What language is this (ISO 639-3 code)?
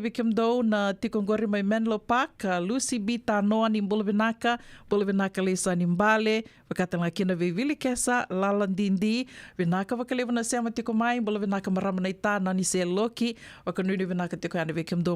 fij